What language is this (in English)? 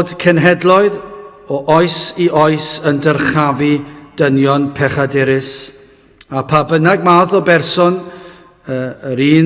Welsh